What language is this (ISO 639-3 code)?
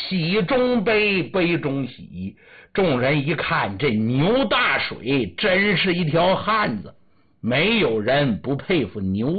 zho